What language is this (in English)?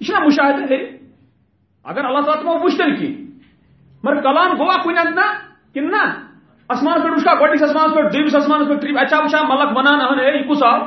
Kashmiri